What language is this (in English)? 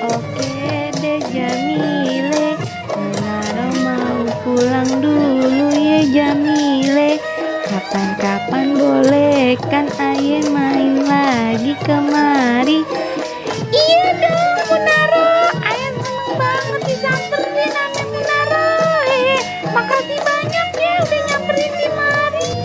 Betawi